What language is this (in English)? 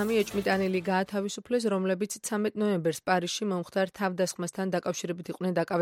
Georgian